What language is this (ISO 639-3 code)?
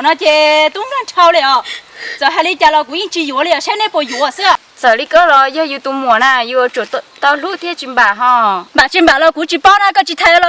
hmn